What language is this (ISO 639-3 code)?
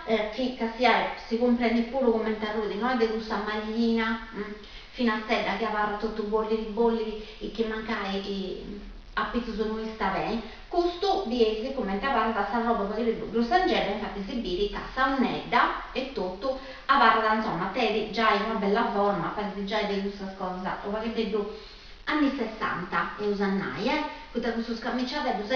srd